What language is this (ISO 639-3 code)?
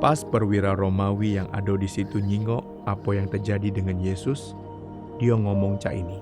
mui